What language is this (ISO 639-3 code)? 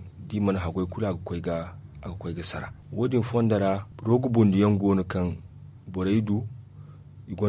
dje